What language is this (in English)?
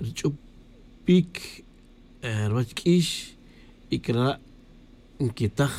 Tz'utujil